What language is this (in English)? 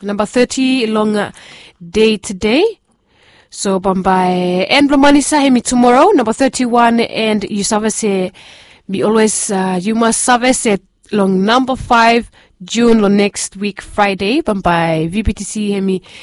Bislama